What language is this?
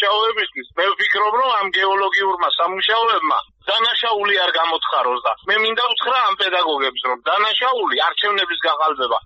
Georgian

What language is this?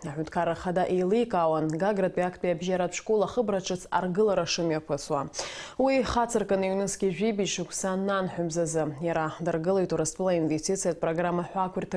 Abkhazian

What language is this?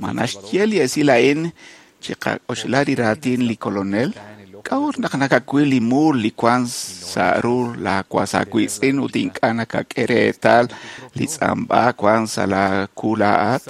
Kekchí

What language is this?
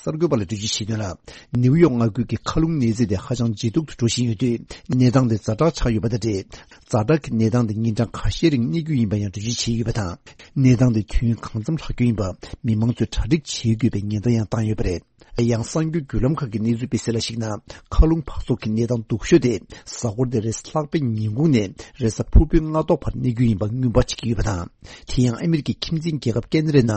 Tibetan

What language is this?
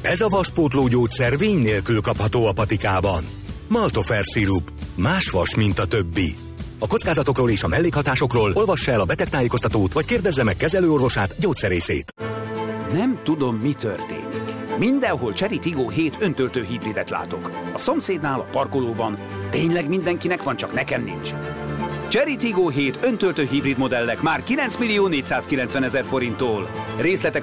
Hungarian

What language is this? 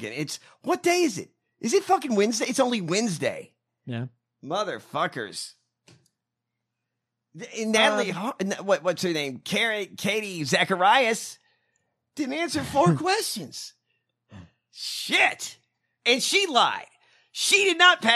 English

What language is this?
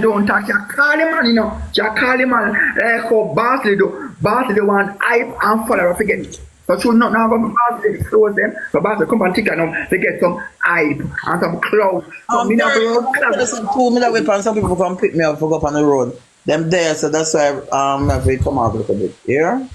Jamaican Creole English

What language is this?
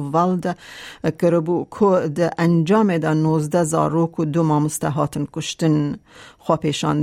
Kurdish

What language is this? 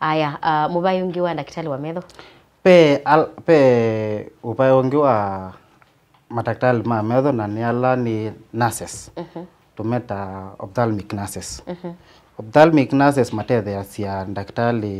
Kamba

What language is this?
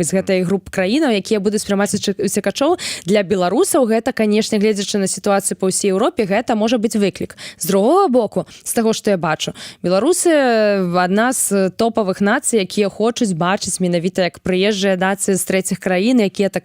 Belarusian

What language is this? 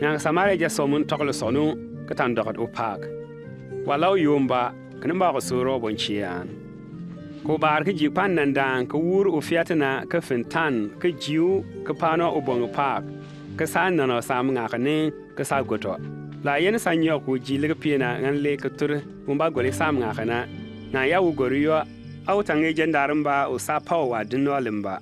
Bimoba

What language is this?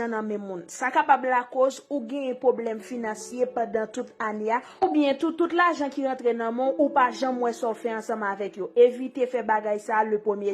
Haitian Creole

